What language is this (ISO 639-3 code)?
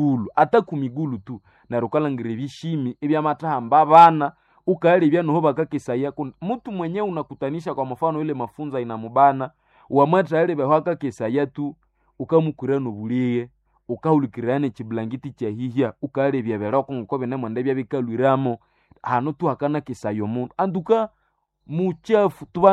nnb